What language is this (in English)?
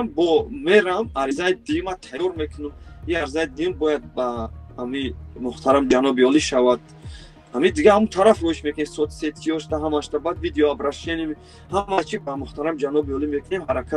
Tajik